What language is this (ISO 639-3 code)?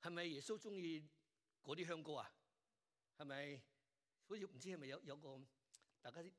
yue